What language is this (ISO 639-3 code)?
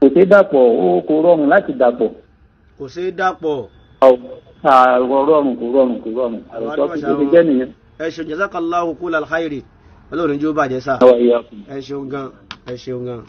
yor